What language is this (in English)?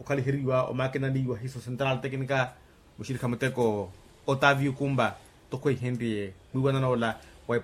Makhuwa